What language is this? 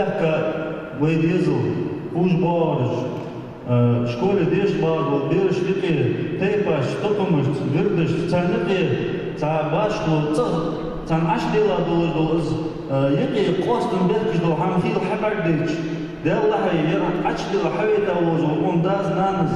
Ingush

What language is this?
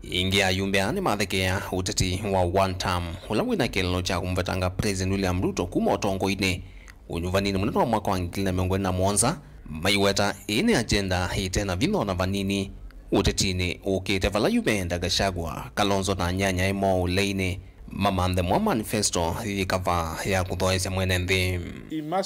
Kamba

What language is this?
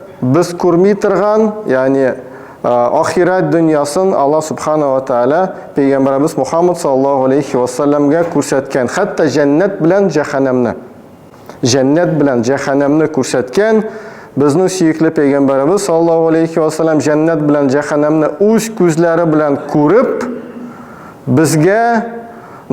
Tatar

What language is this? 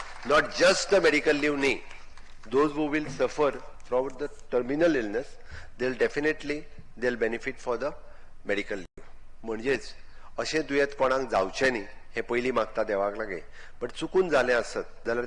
Konkani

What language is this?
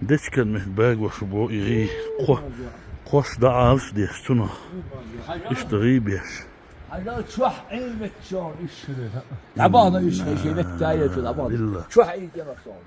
Chechen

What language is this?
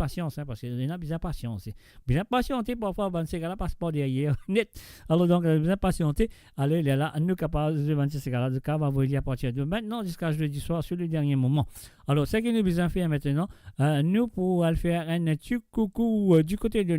Morisyen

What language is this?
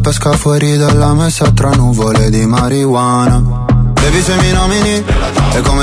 Italian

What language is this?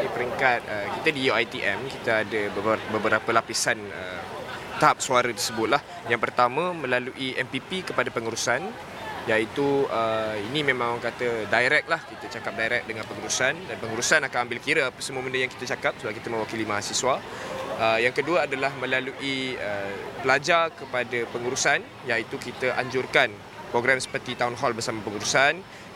Malay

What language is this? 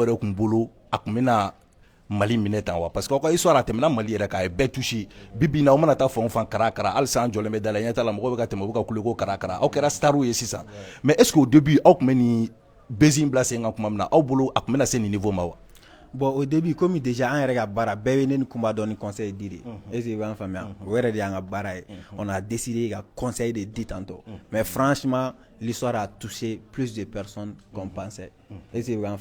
Bambara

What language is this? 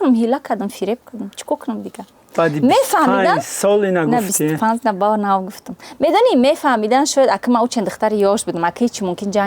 Tajik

